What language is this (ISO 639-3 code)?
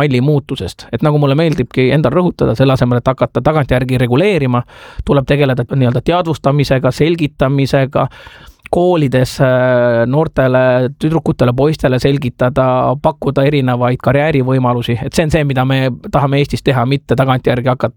est